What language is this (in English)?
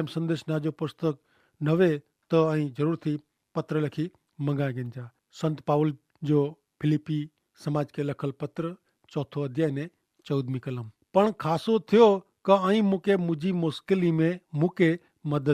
Kachhi